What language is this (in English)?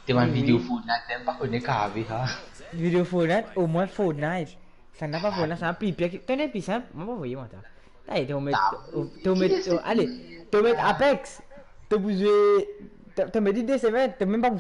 Morisyen